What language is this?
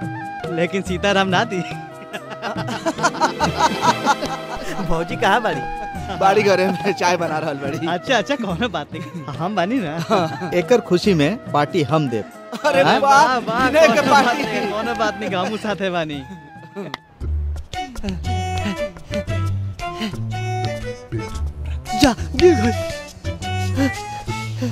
Bhojpuri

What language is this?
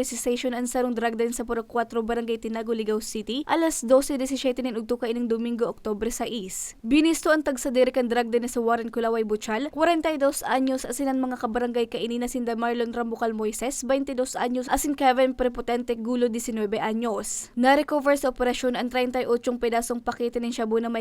Bikol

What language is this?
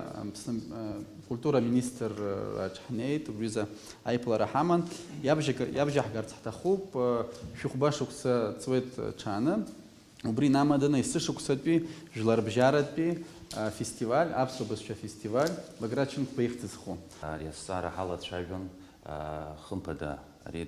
Abkhazian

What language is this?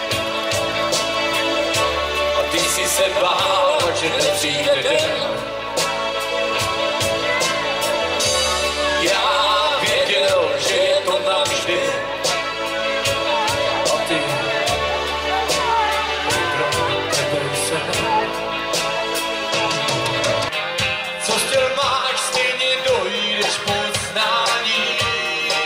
Czech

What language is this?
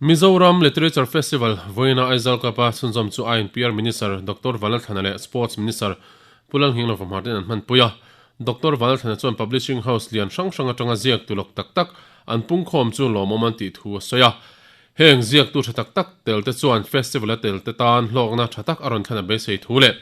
Mizo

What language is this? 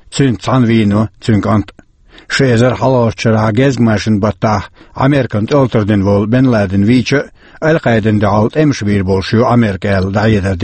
Chechen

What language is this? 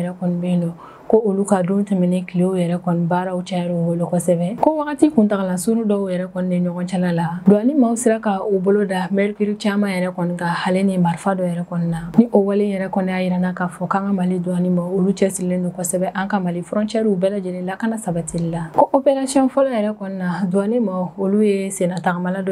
Bambara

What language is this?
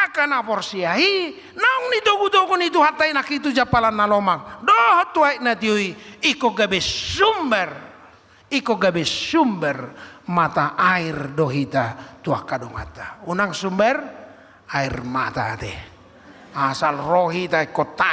Batak Toba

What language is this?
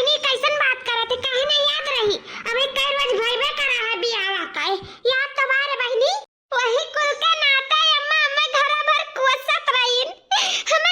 Awadhi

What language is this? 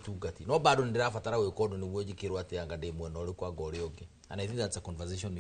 Kikuyu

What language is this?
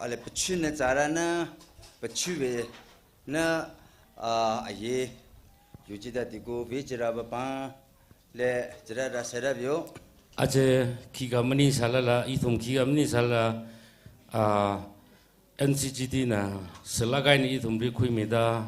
Tangkhul Naga (India)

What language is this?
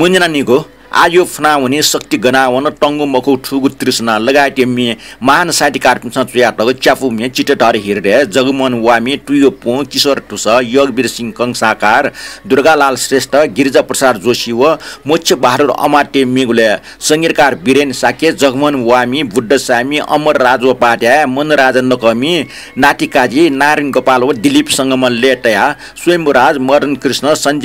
Newari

